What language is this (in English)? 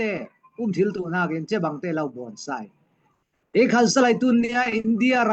Falam Chin